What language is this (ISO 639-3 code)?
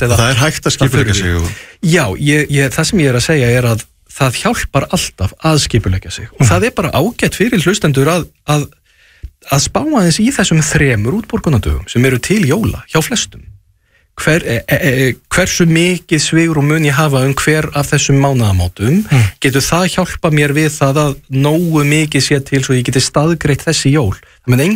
isl